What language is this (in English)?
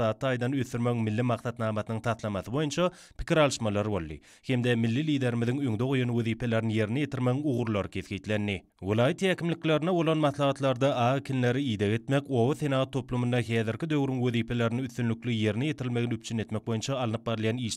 Turkmen